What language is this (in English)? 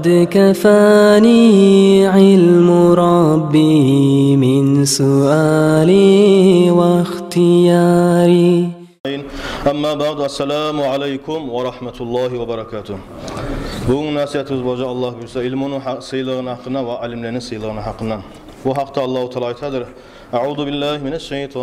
Kumyk